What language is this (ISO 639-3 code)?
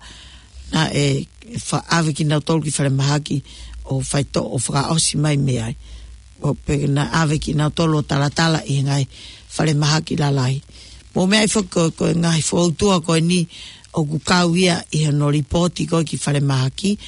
ton